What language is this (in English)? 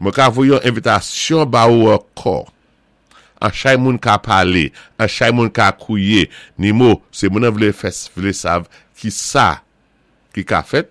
Saint Lucian Creole French